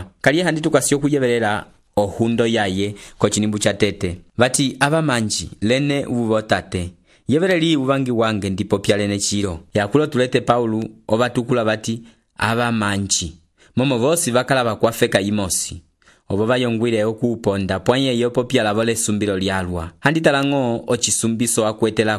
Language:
Umbundu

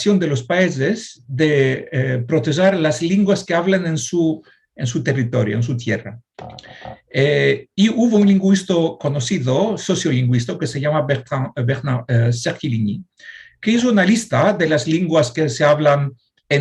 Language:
Ladino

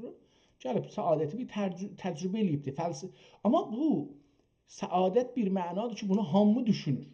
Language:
South Azerbaijani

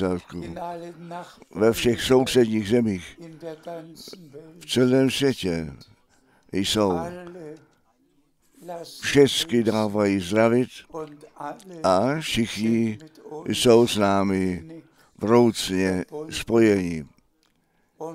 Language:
Czech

